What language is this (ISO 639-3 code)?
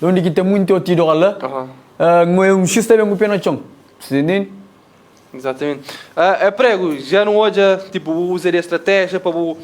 kea